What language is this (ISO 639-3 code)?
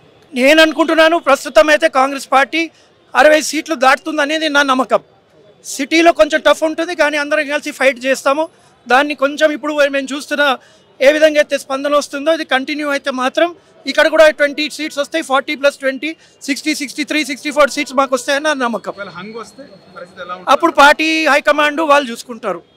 tel